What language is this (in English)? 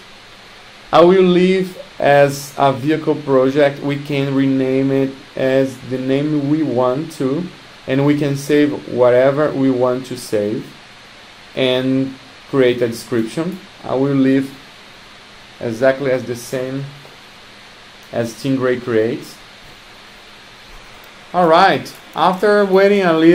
English